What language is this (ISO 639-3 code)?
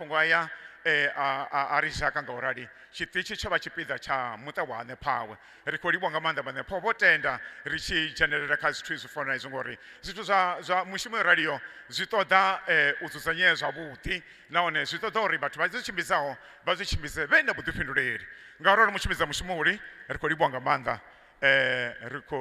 ven